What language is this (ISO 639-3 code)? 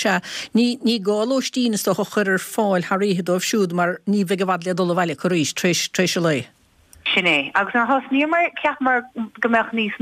gle